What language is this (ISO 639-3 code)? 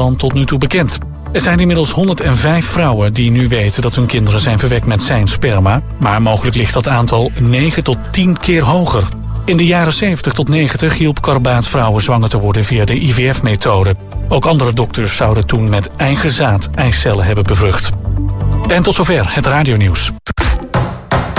nld